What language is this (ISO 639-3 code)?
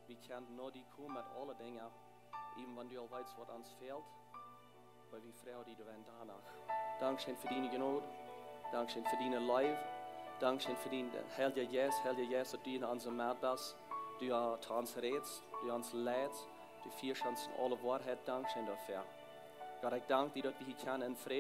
pdt